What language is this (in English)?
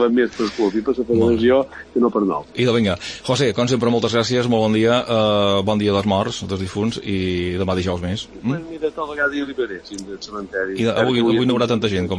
Catalan